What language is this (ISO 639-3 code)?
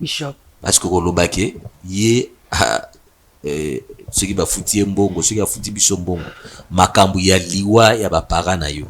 lin